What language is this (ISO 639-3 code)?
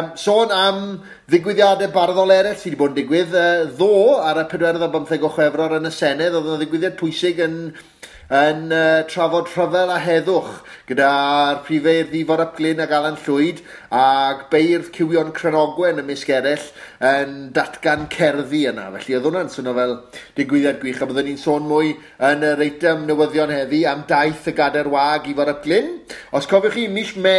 cym